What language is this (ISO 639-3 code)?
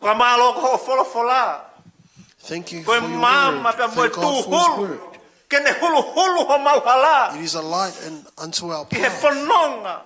ton